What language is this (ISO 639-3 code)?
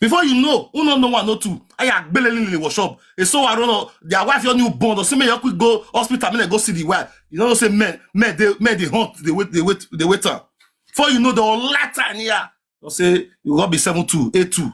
pcm